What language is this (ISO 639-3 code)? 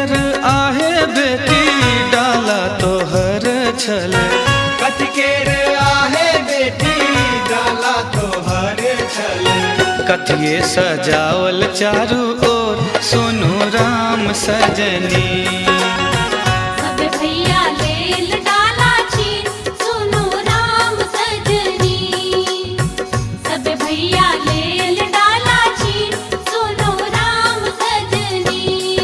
mai